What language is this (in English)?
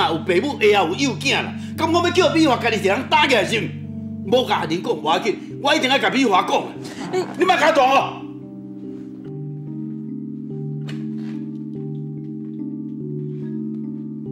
Min Nan Chinese